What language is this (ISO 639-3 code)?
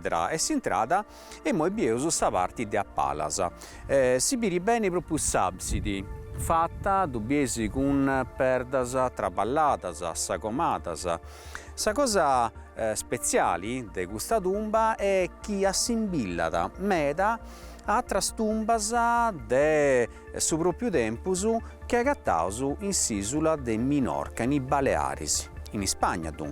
srd